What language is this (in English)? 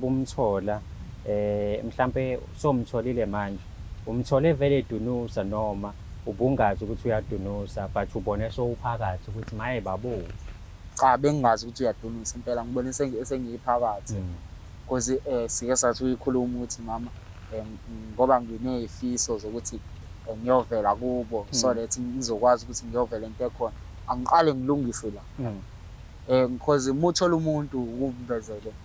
Zulu